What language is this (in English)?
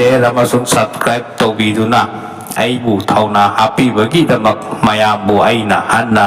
Manipuri